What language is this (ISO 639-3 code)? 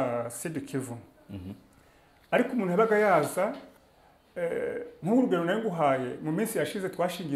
kin